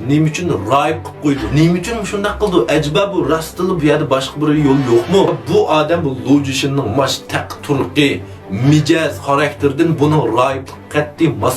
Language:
Uyghur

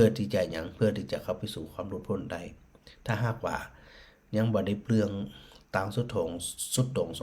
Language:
Northern Thai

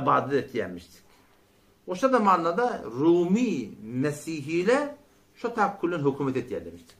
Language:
Turkmen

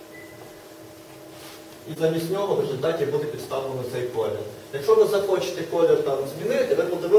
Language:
Ukrainian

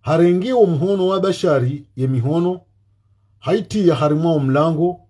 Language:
Ngazidja Comorian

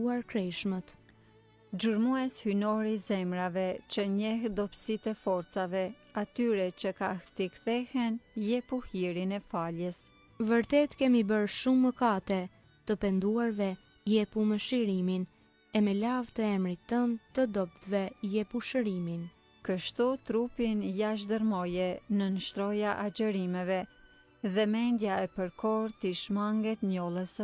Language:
Albanian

